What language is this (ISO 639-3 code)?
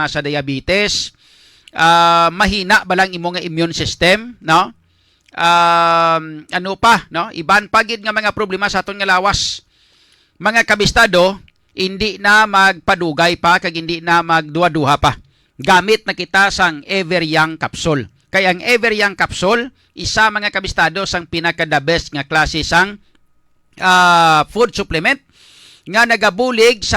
hil